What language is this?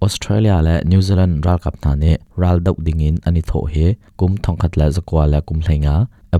Hakha Chin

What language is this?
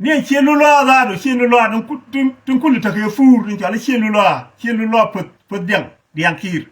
Nuer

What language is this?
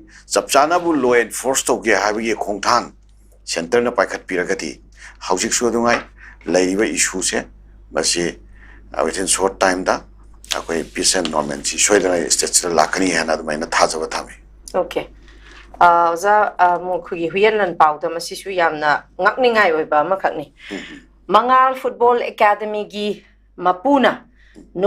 Manipuri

